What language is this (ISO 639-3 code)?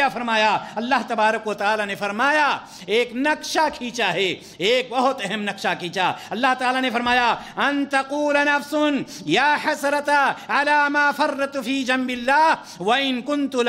urd